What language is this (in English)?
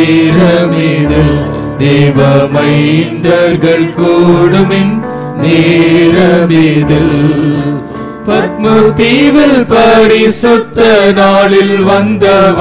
Tamil